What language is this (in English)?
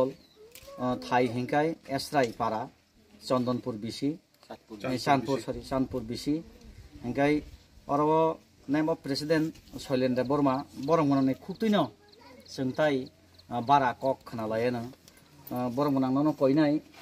Kok Borok